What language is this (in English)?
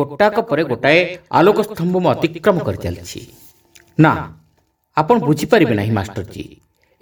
Odia